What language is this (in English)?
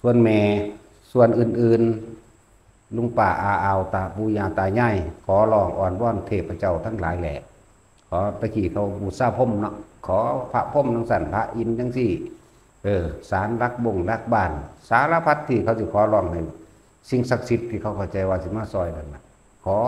Northeastern Thai